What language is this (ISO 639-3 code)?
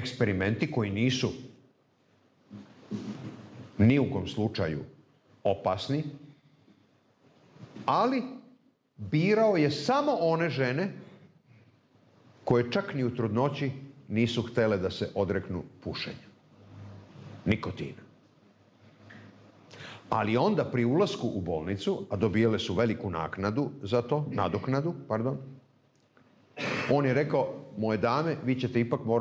srp